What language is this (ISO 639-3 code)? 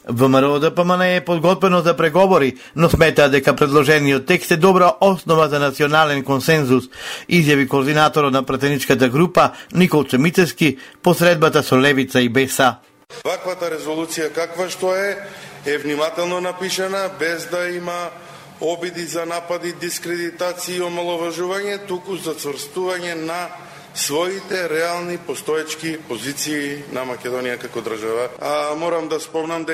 mkd